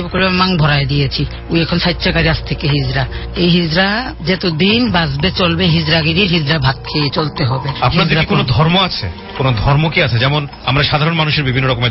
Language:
Bangla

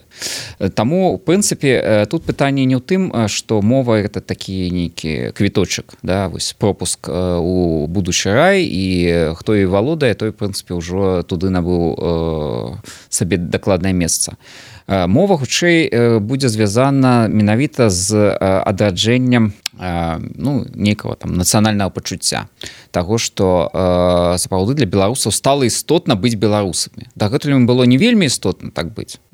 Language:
Belarusian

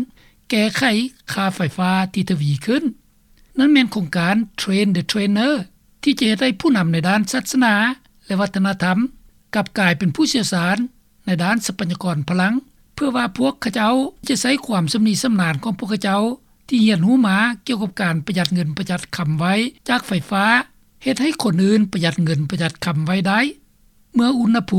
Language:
Lao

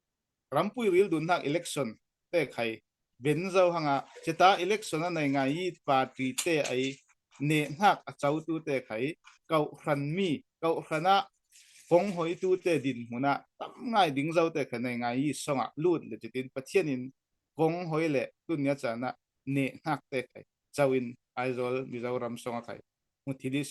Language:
Falam Chin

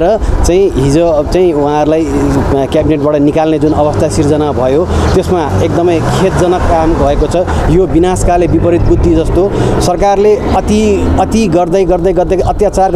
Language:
Nepali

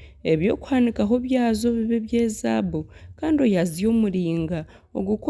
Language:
Nyankole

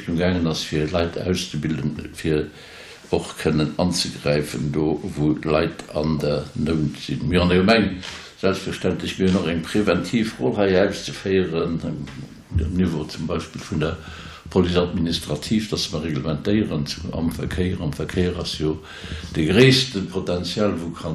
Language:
Luxembourgish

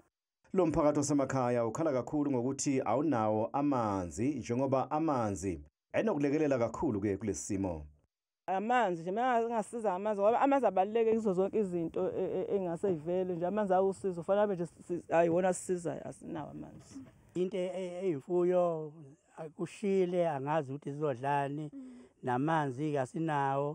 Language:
Zulu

